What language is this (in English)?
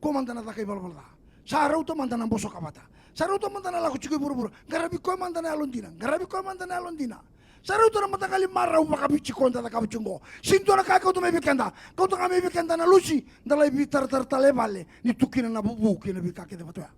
Fijian